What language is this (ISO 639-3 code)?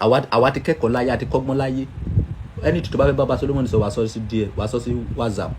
yor